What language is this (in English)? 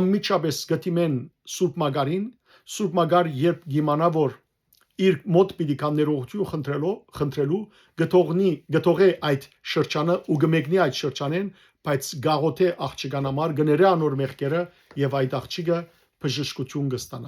Western Armenian